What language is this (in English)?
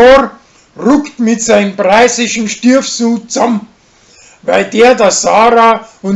Bavarian